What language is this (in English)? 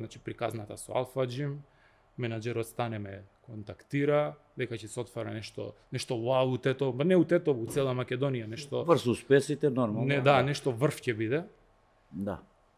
Macedonian